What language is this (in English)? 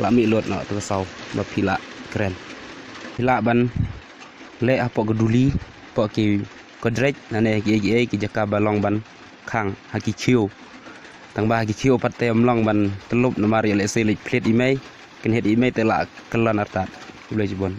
Khasi